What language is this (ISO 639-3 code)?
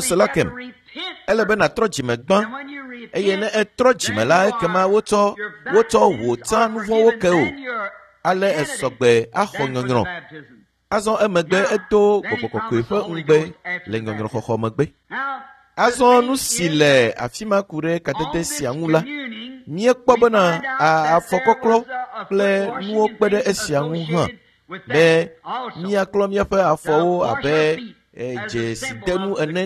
ewe